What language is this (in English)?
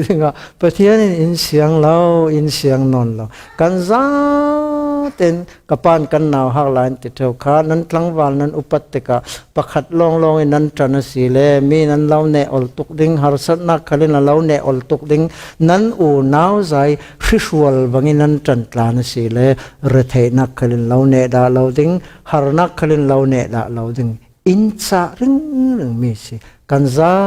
Falam Chin